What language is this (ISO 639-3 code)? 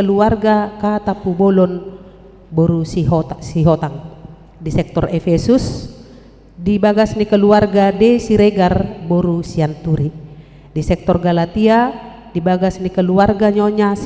bbc